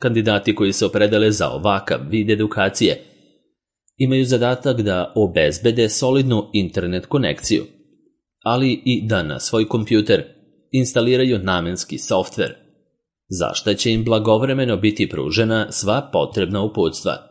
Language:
Serbian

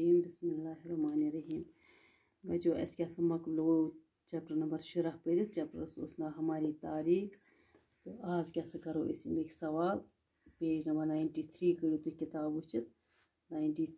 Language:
Kashmiri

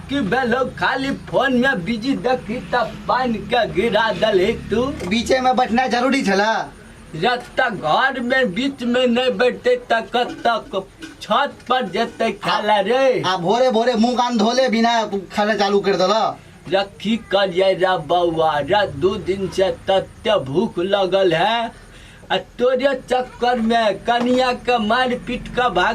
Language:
Maithili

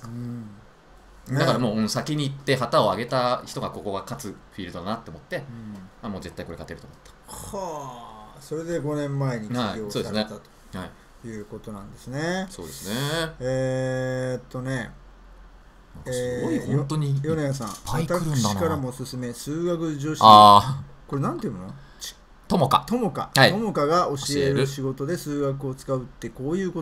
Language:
Japanese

